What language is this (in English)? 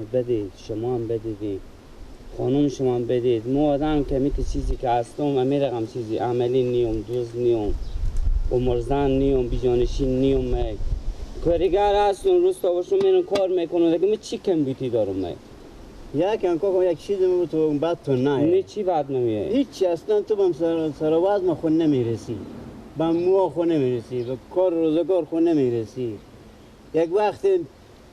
Persian